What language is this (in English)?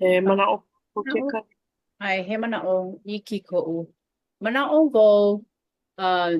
Hawaiian